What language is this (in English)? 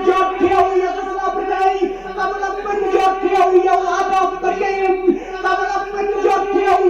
Khasi